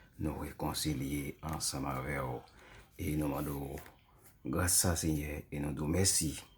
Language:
Haitian Creole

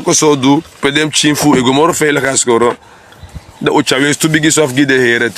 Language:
Sranan Tongo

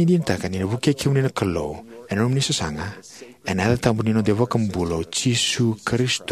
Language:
Fijian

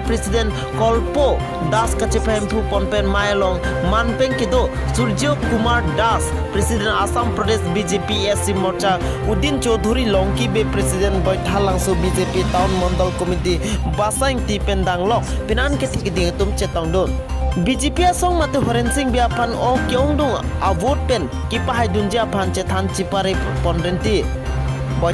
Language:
Karbi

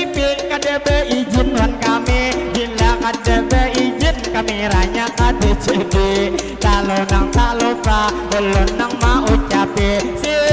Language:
Banjar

